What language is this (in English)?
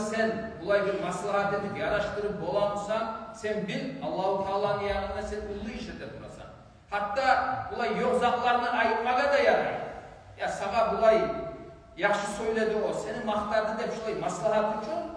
Kumyk